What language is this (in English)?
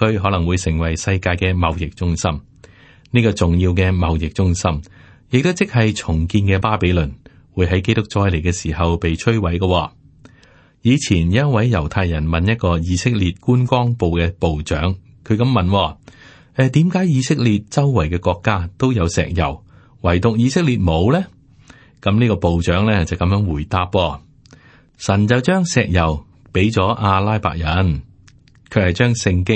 Cantonese